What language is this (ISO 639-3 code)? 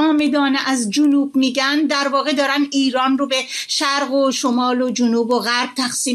fas